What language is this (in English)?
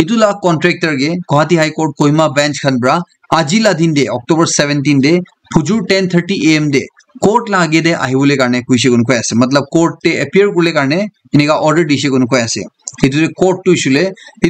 Naga Pidgin